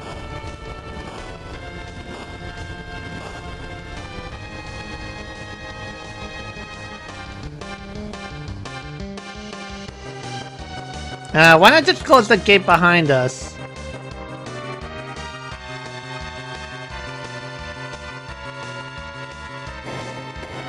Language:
English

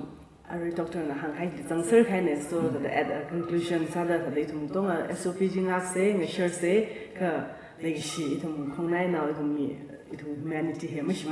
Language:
Tangkhul Naga (India)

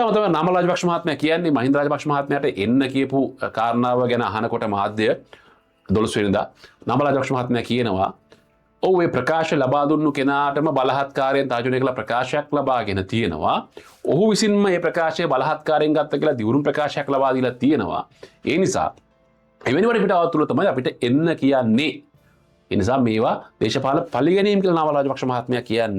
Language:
Sinhala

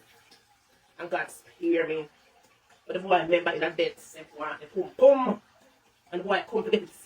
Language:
Jamaican Creole English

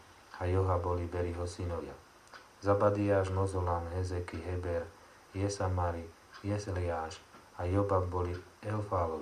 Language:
Slovak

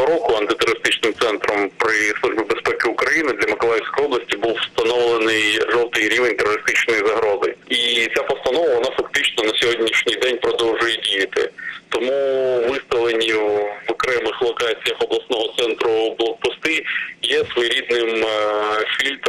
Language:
Ukrainian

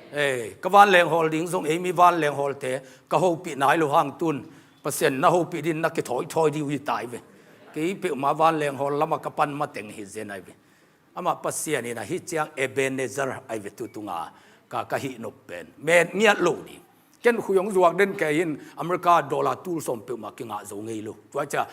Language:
Tedim Chin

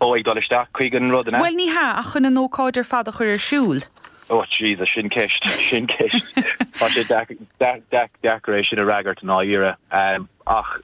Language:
Irish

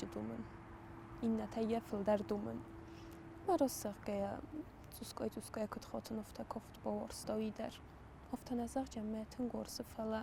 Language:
Ossetic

